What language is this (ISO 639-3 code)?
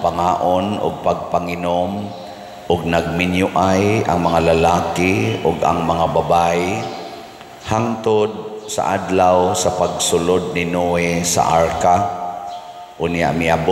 ceb